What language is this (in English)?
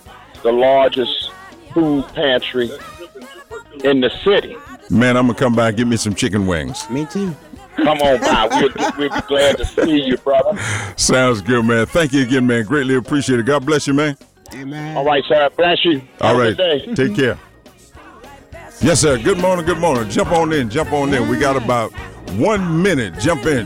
English